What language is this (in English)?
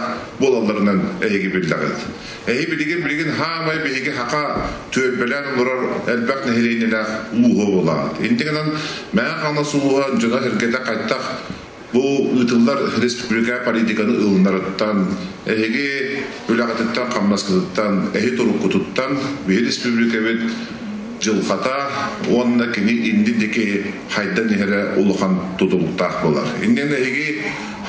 Yakut